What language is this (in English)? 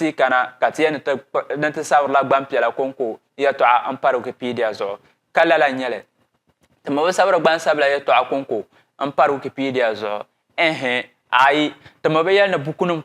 Dagbani